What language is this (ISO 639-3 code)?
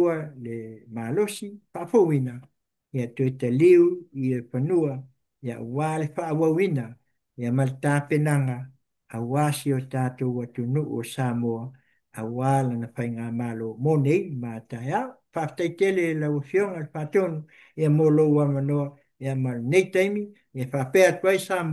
smo